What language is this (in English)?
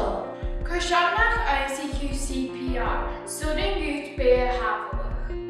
Scottish Gaelic